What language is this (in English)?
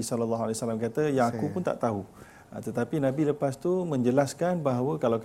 Malay